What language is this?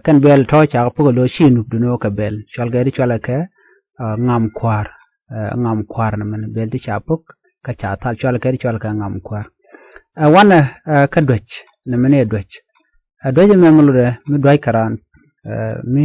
Nuer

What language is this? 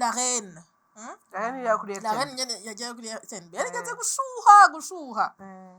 Rundi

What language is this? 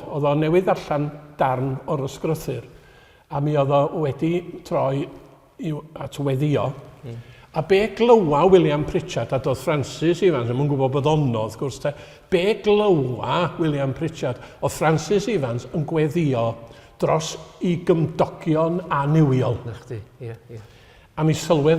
Welsh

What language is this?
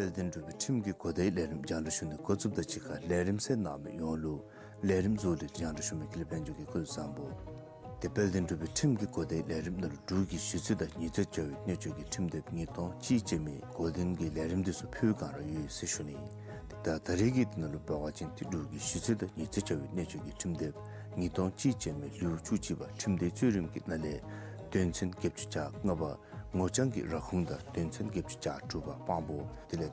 Dzongkha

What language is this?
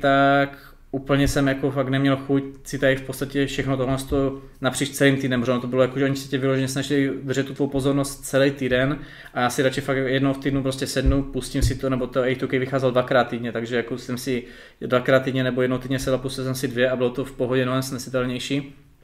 Czech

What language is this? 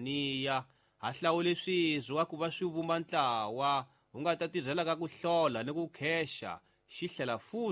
Tsonga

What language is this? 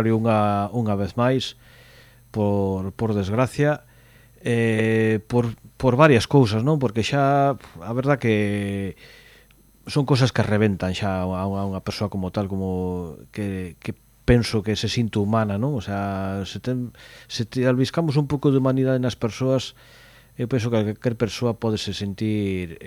Galician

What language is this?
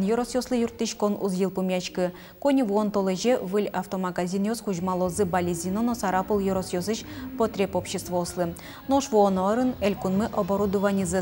Udmurt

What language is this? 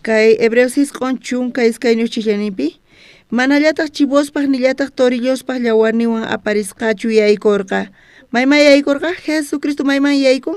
South Bolivian Quechua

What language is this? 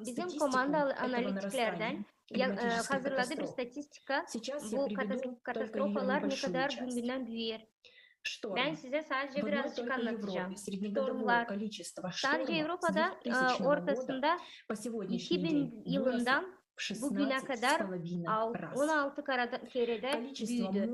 Gagauz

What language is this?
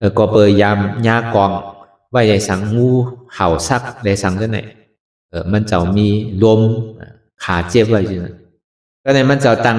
Shan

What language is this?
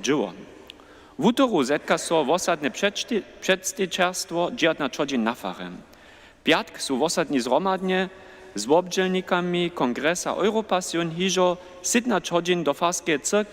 Upper Sorbian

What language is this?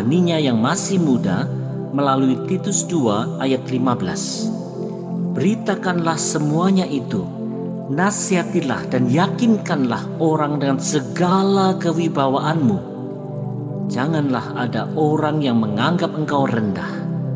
Indonesian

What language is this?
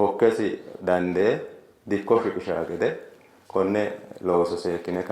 Sidamo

